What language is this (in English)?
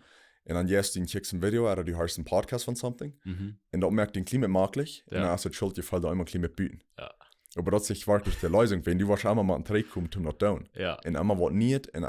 Plautdietsch